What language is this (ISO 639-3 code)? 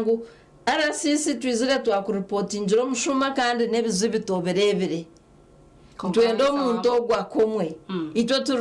nyn